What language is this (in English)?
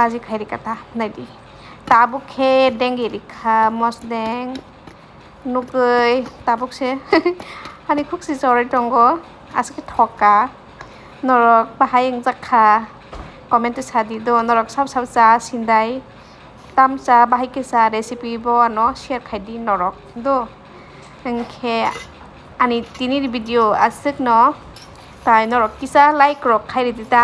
Kok Borok